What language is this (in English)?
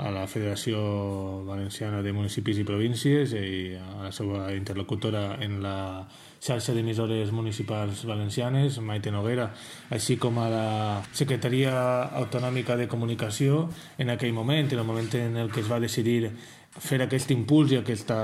Catalan